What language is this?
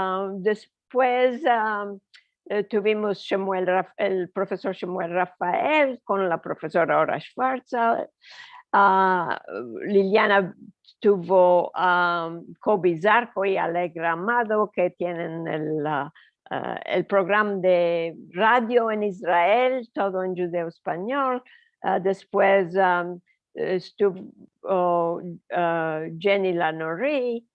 Ladino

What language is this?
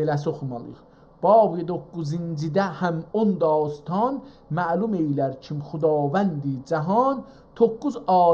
South Azerbaijani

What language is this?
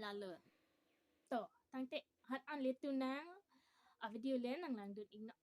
Karbi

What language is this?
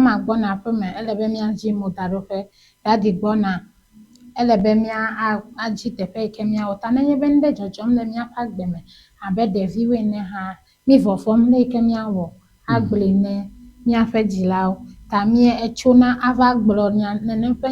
Ewe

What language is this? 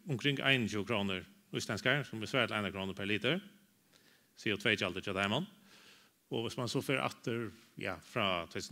Faroese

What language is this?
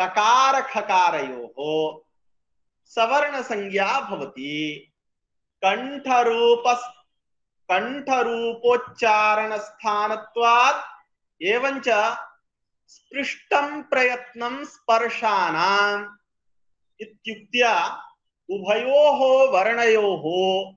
Sanskrit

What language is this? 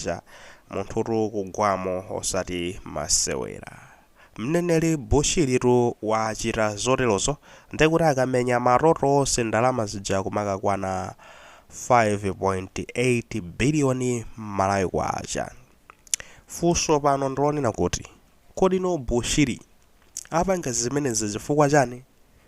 Nyanja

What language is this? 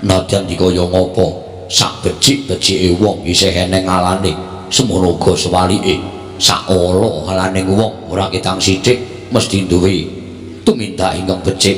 Javanese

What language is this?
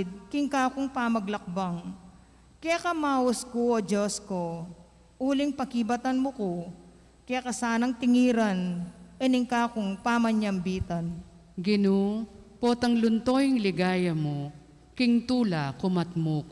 Pampanga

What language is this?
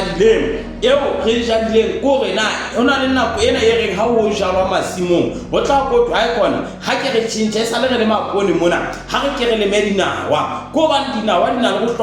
Southern Sotho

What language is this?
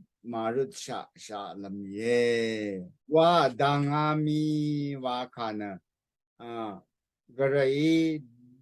Rawang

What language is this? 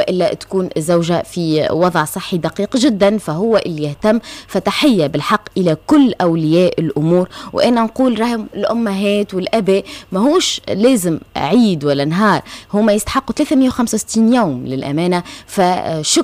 Tunisian Arabic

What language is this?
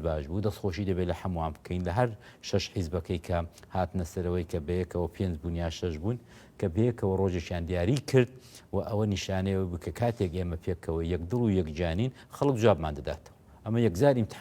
Central Kurdish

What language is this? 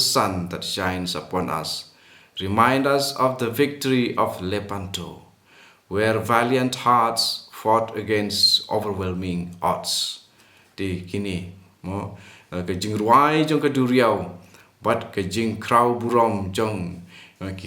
Khasi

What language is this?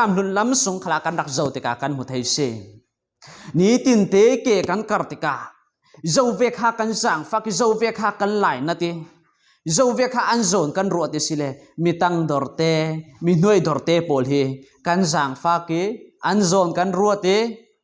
Falam Chin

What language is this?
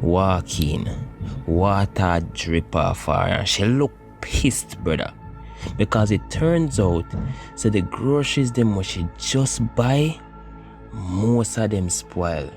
Jamaican Creole English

